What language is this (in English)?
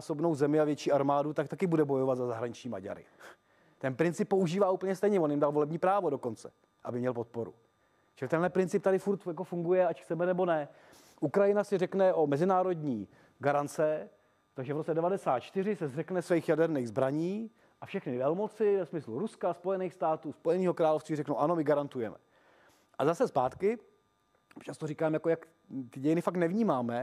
Czech